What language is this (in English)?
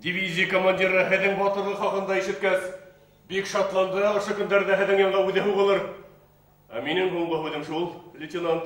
Bashkir